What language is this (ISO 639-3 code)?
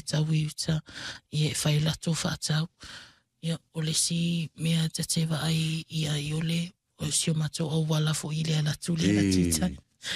smo